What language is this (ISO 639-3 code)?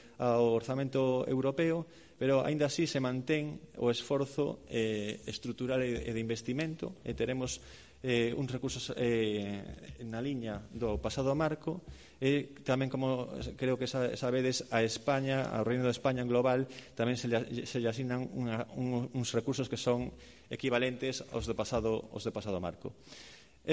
glg